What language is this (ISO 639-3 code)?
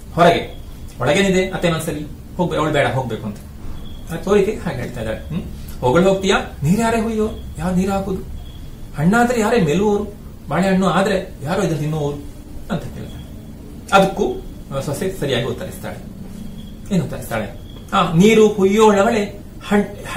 kan